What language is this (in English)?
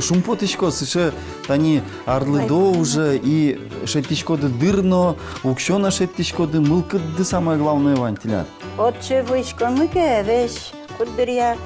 Udmurt